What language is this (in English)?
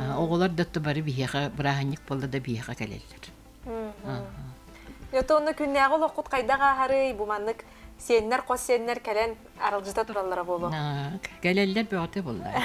Yakut